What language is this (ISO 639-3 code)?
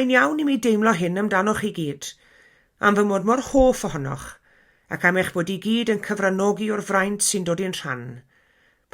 cym